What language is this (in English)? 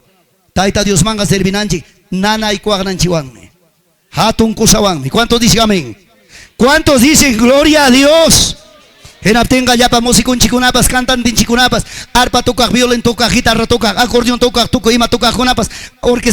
Ayacucho Quechua